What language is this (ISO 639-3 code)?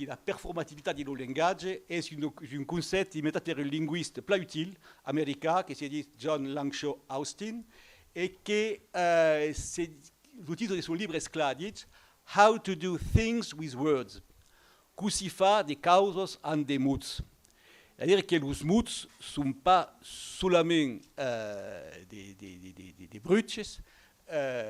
oci